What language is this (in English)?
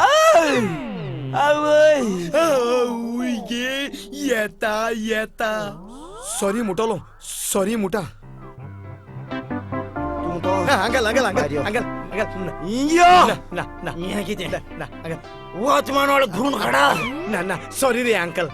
Konkani